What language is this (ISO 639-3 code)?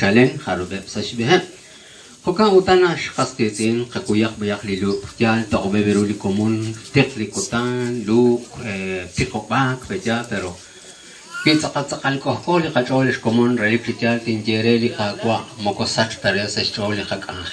kek